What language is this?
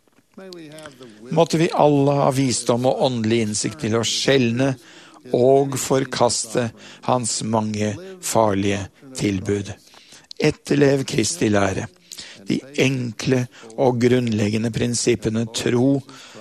Norwegian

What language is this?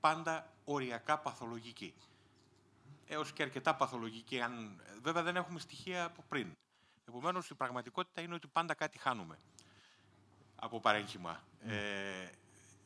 Greek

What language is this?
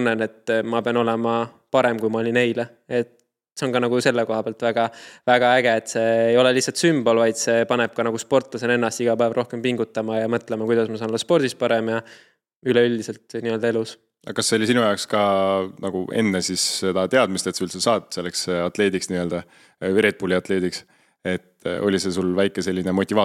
Estonian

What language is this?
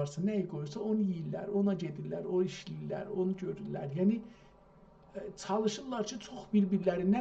South Azerbaijani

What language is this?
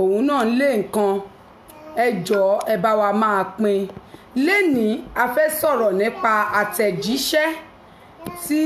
Yoruba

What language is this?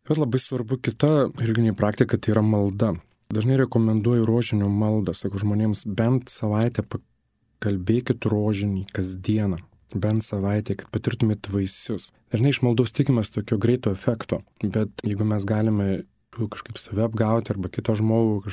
Lithuanian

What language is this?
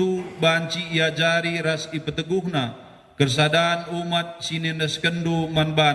Batak Karo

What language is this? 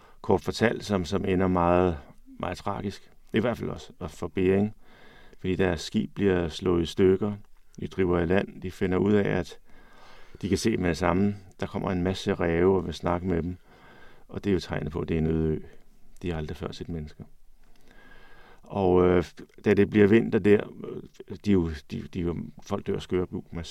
Danish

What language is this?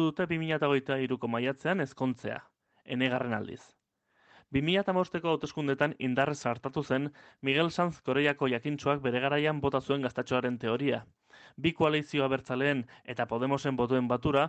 Basque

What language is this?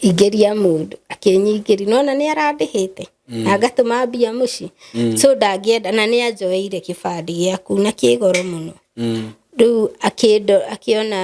Kikuyu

